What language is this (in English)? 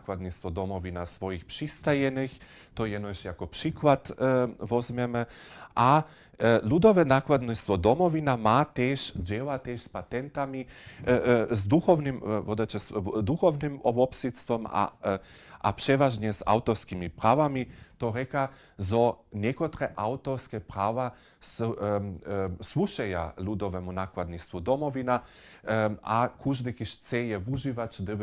Upper Sorbian